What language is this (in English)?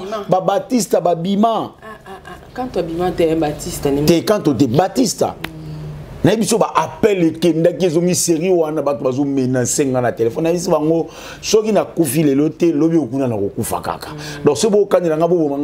Lingala